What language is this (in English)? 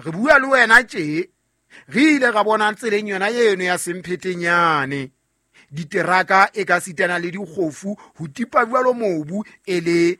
Southern Sotho